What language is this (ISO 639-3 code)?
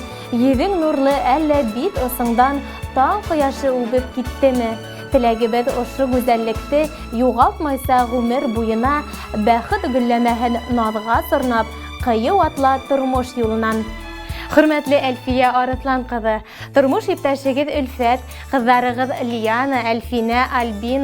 bak